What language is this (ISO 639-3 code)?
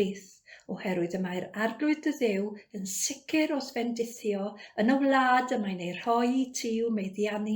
cym